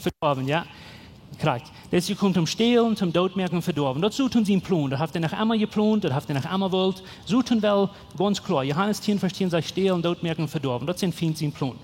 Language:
Plautdietsch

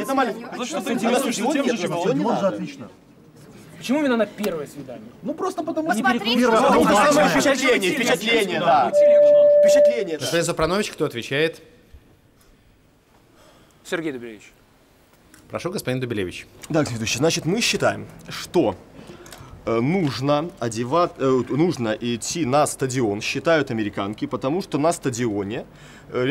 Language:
Russian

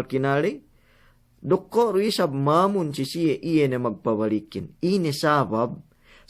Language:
Yakan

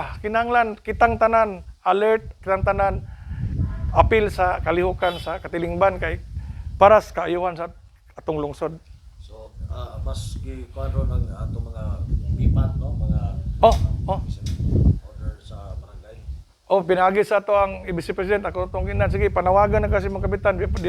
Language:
Cebuano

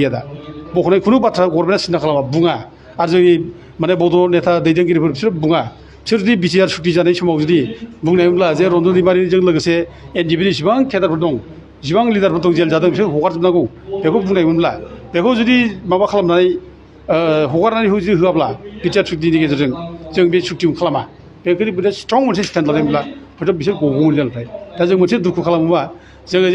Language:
Bodo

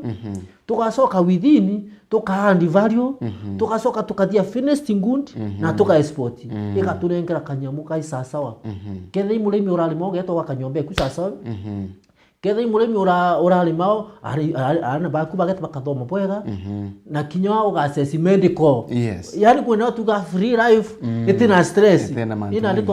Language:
Meru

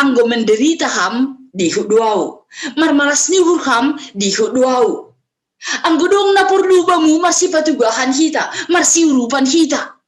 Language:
Batak Simalungun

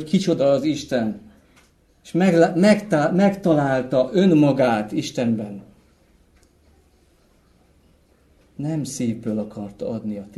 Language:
Hungarian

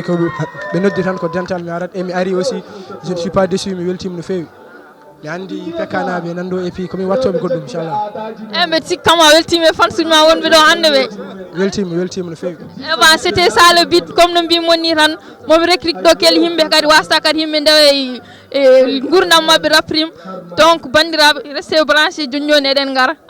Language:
Fula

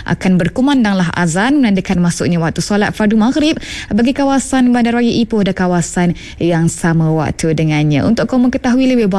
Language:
Malay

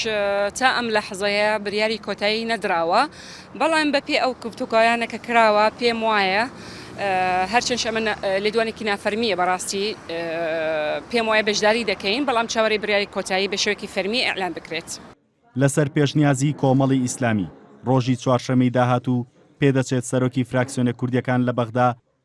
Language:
Central Kurdish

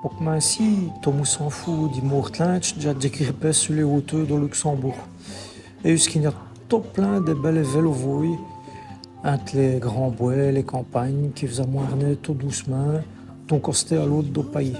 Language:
Walloon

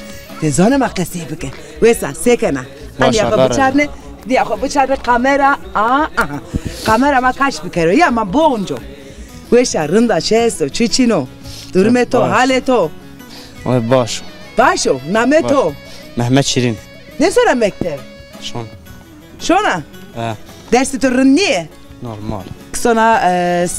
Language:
Zaza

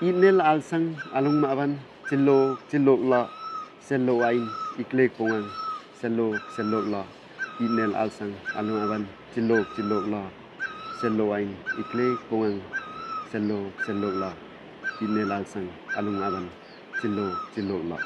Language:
Limbu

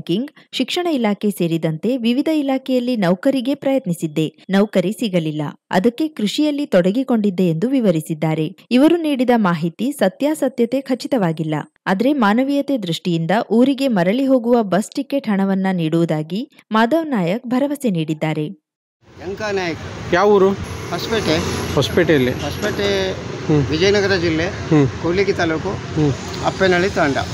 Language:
Kannada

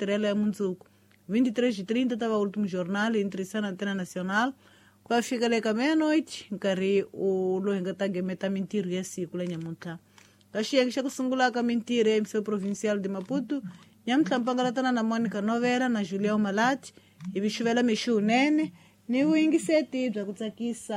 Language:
Tsonga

